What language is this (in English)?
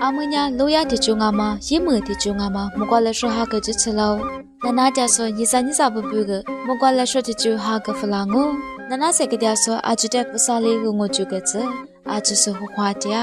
Lisu